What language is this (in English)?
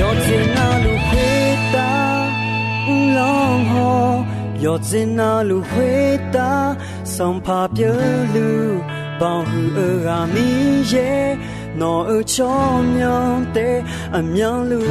Akha